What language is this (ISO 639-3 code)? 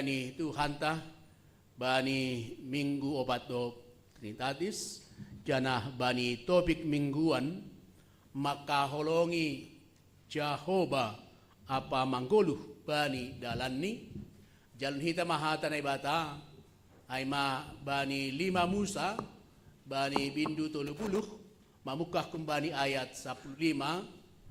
bts